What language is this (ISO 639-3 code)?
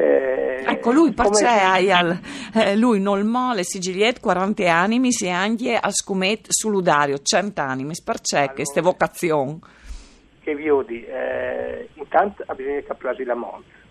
fur